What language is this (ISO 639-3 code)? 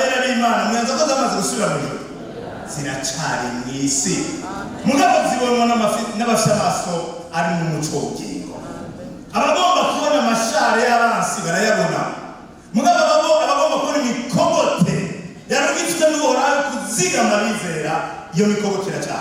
run